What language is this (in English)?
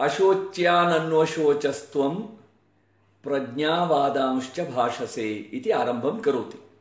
Sanskrit